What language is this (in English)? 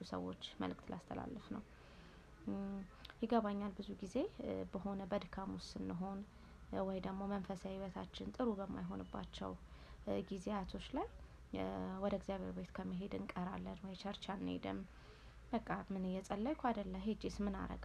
Amharic